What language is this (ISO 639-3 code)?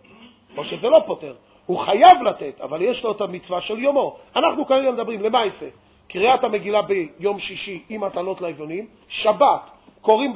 heb